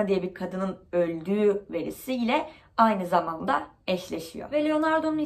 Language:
Turkish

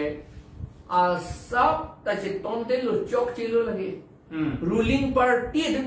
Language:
Karbi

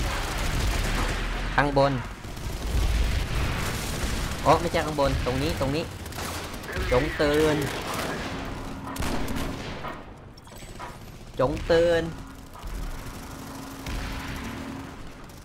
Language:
Thai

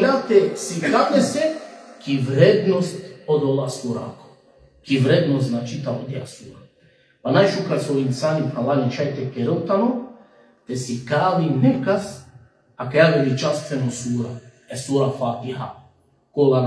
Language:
Balkan Romani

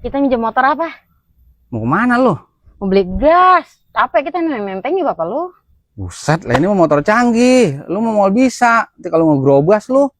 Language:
Betawi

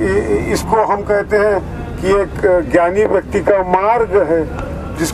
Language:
Hindi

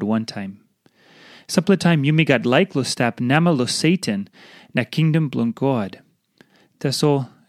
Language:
Tok Pisin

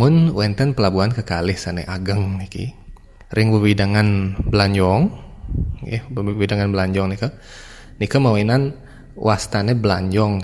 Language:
Balinese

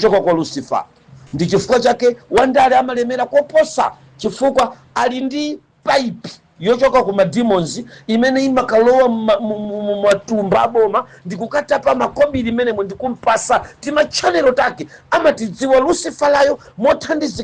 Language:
Nyanja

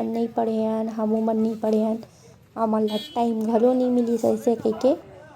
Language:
Chhattisgarhi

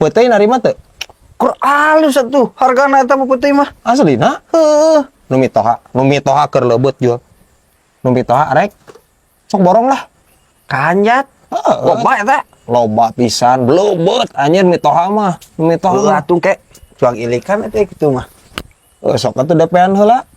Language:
Sundanese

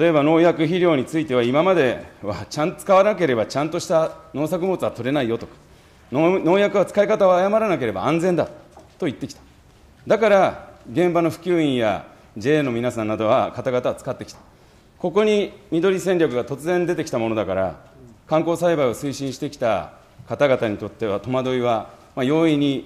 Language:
Japanese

